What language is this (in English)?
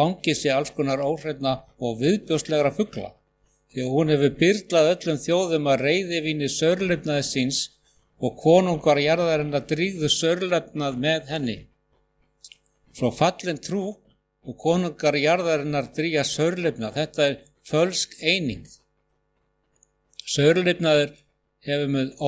Icelandic